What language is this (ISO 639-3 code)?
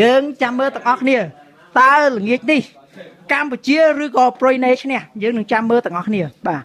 khm